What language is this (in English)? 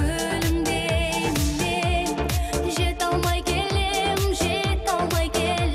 Kazakh